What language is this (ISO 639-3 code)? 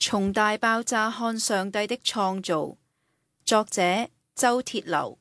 yue